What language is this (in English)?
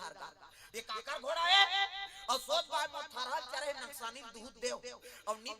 Chhattisgarhi